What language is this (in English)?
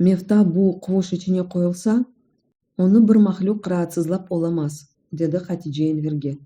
Crimean Tatar